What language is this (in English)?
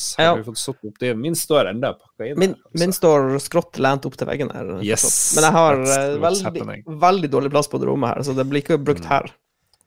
Norwegian